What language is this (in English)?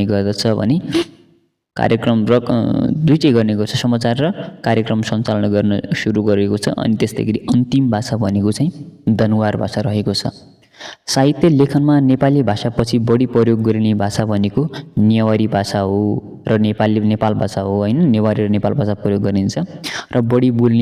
Nepali